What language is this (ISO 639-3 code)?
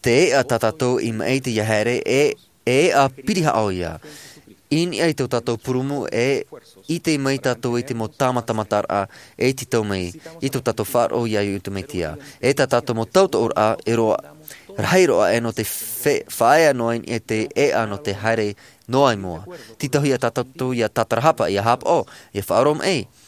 tah